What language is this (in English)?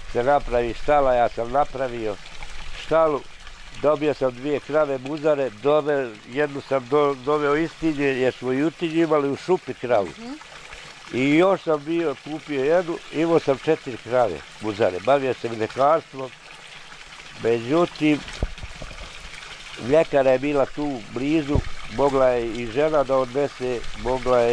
Bosnian